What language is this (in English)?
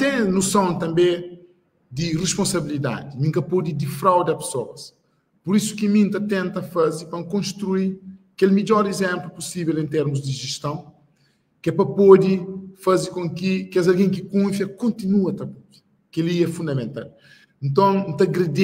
Kabuverdianu